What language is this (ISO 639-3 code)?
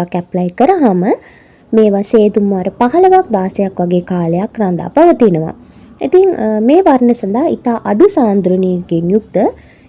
sin